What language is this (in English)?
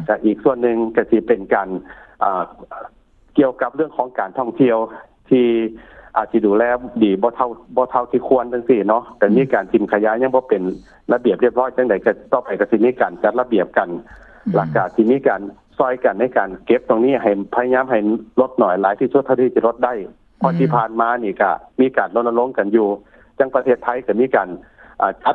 Lao